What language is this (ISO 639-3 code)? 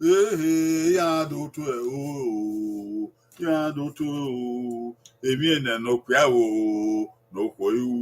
bin